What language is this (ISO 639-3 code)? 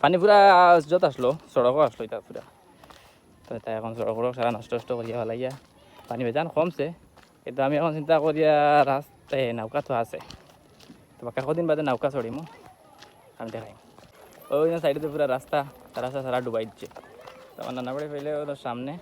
syl